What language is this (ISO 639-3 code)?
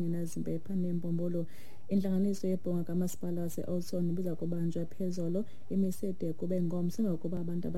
xho